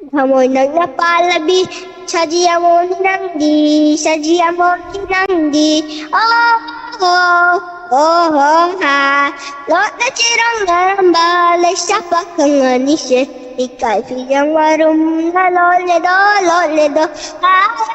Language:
Manipuri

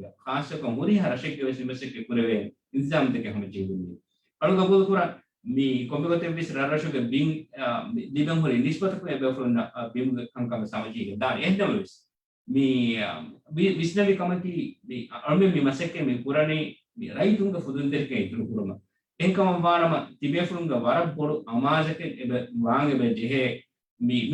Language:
Divehi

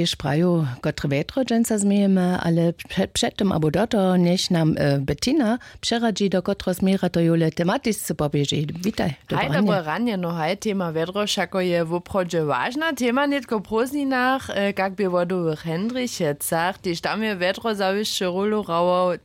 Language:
Upper Sorbian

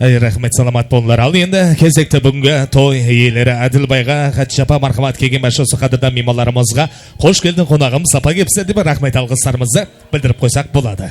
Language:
Kara-Kalpak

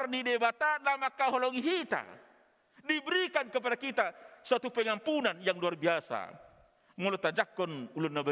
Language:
Batak Toba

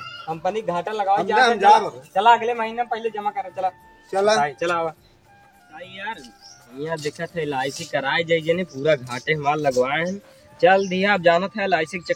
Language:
Awadhi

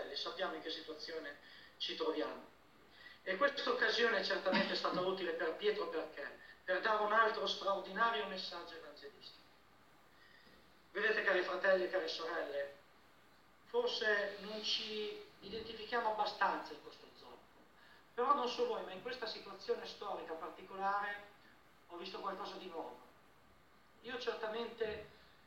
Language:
Italian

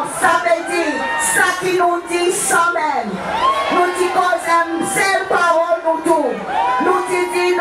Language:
Seselwa Creole French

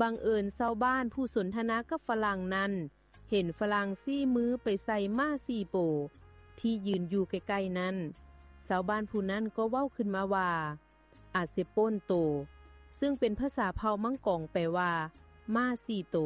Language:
Lao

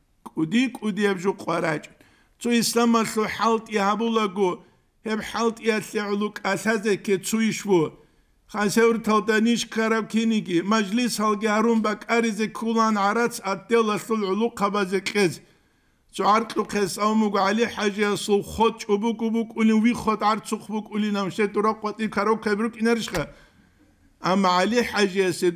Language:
Avaric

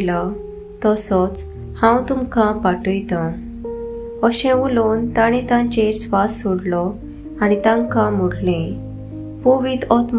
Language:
Konkani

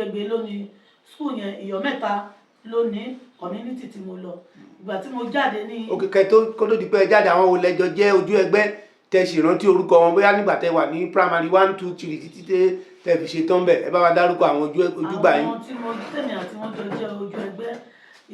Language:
Yoruba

